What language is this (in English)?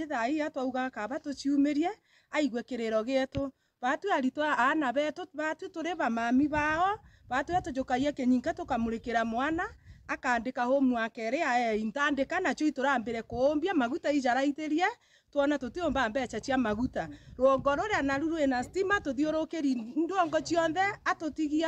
Meru